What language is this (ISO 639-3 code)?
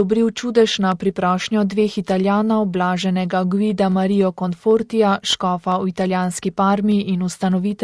slv